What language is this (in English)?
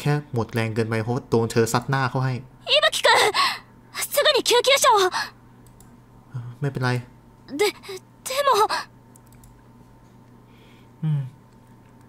Thai